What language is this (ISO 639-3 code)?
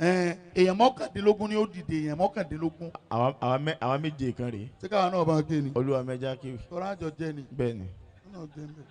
yor